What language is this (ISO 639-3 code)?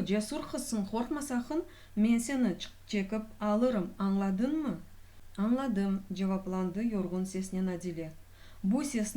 crh